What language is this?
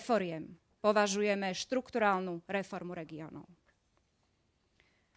Slovak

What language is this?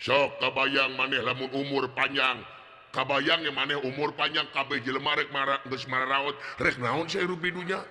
Sundanese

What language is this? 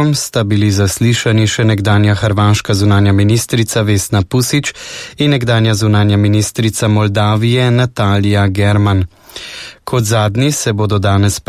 Slovenian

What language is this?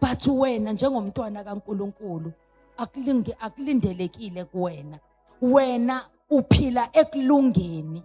Zulu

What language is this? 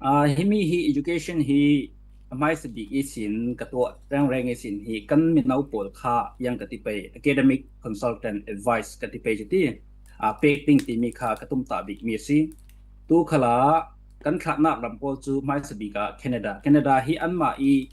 Falam Chin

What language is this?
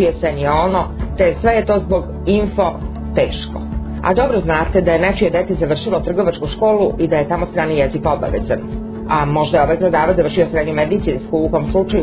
Serbian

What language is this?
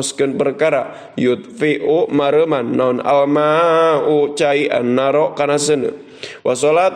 Sundanese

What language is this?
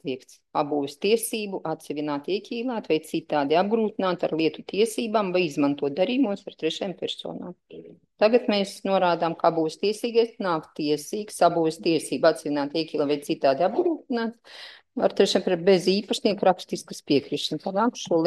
Latvian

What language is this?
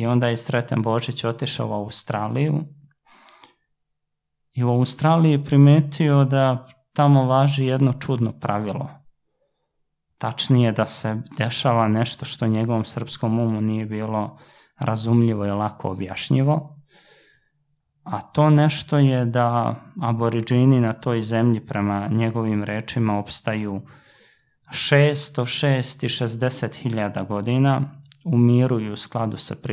Serbian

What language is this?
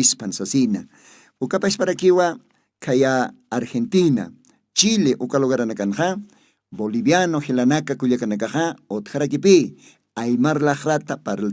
Aymara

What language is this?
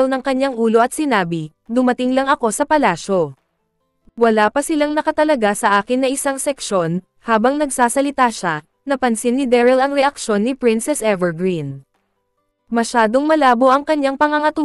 Filipino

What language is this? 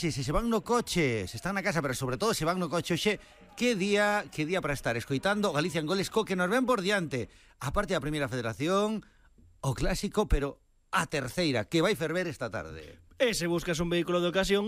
Galician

